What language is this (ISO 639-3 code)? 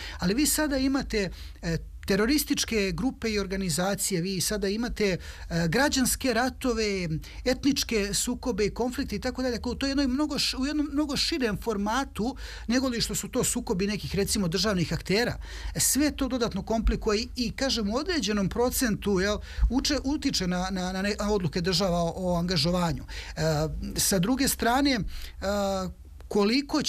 srp